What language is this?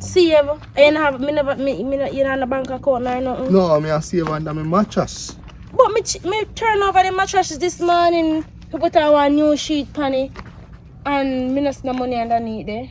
Jamaican Creole English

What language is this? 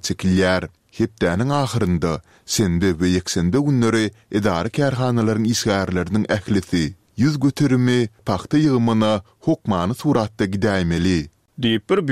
Turkmen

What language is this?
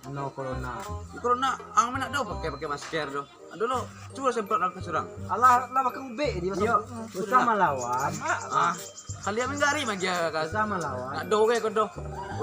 Minangkabau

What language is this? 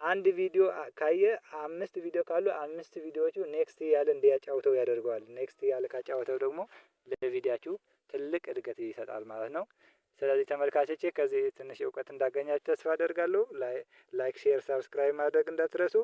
Amharic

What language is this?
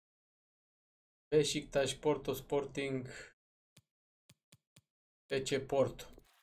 Romanian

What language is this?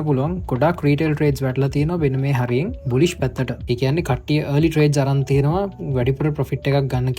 Sinhala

